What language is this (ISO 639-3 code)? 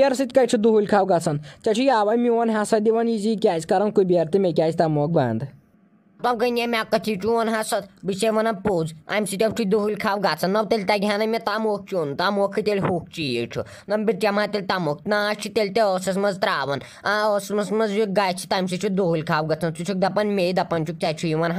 kas